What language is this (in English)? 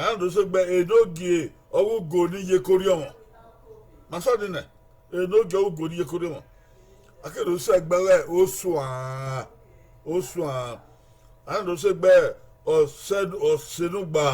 Bini